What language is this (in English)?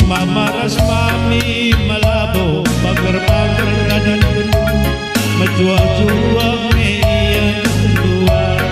Batak Karo